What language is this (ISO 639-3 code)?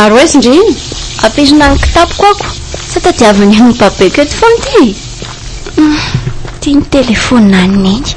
mlg